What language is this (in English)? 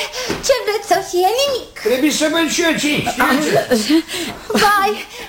Romanian